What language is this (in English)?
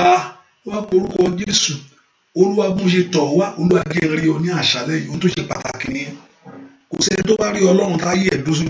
Yoruba